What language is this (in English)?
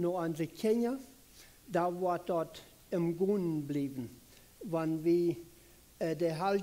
Plautdietsch